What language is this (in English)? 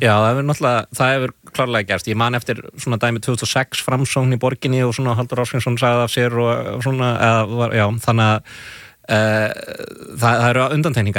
Icelandic